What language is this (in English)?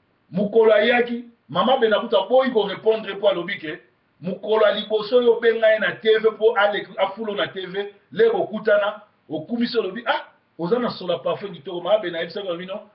Lingala